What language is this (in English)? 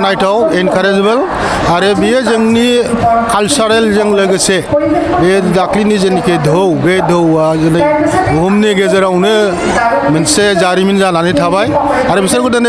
Bodo